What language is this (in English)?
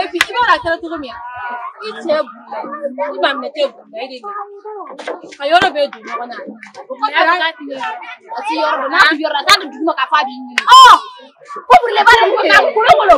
Bambara